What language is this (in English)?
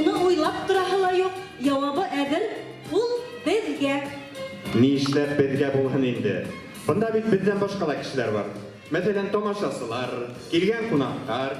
Bashkir